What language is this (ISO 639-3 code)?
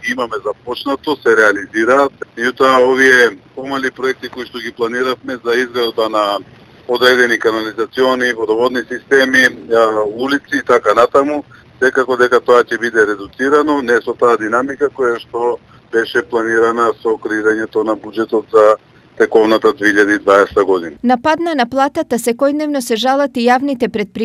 mkd